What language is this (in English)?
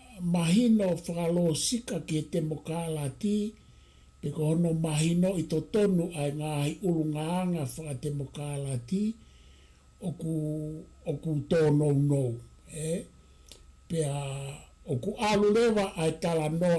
Tongan